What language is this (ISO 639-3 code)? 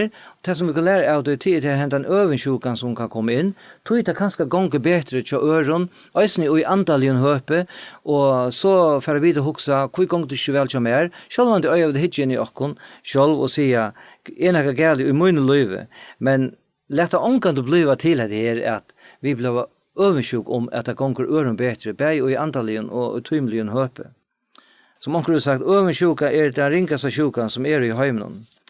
fao